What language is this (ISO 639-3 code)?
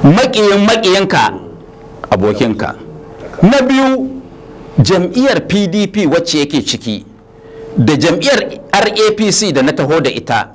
hau